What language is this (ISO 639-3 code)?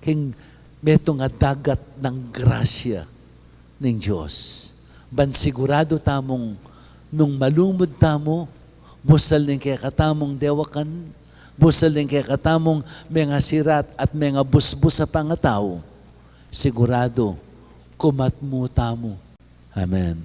pam